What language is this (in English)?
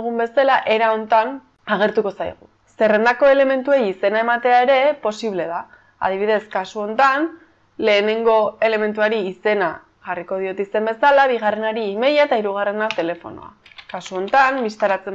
Basque